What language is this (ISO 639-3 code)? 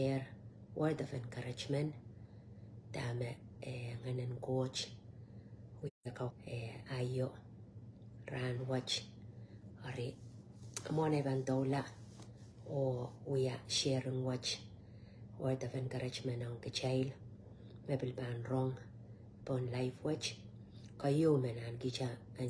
pon